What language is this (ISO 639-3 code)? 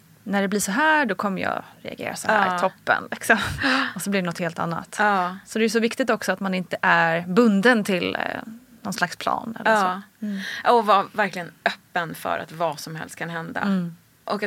swe